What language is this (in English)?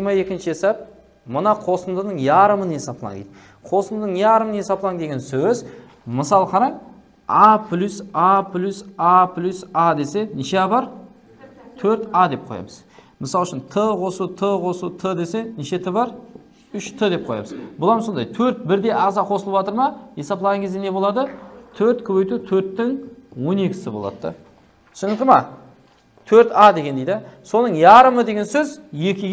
Kara-Kalpak